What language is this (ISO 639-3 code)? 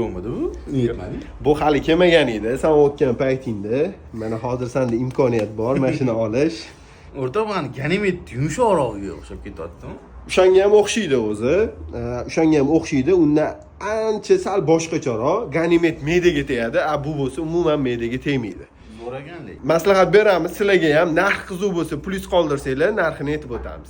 uzb